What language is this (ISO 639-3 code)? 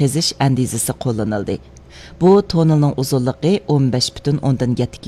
uig